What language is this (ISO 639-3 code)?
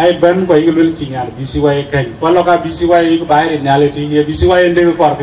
din